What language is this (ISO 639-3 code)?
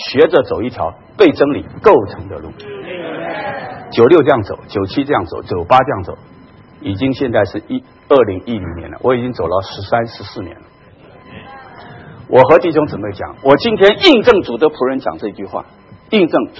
zho